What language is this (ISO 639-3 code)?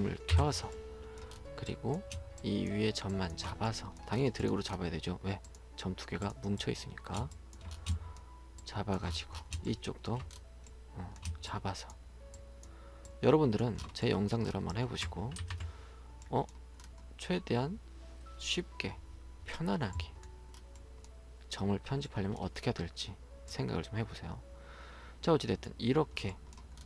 kor